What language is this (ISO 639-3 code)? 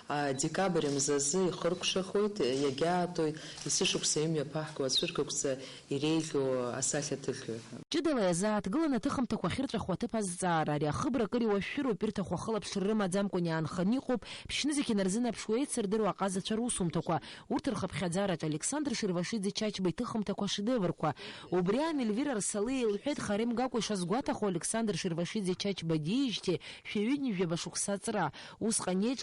abk